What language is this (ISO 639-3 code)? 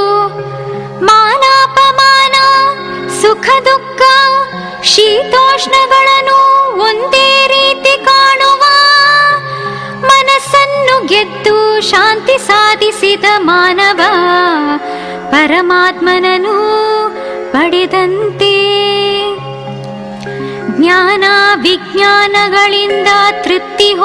kan